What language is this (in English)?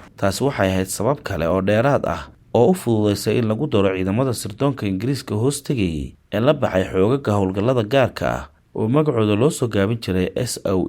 Somali